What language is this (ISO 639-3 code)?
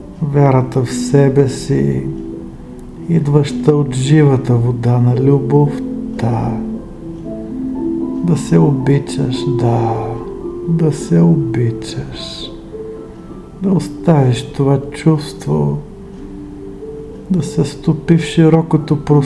bul